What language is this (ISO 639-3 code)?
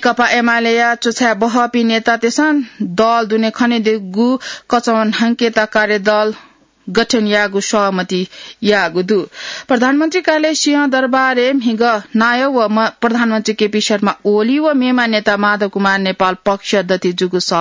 new